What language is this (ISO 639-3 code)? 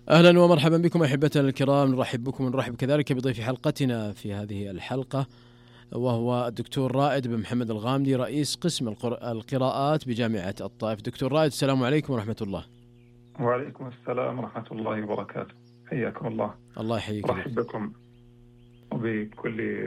ara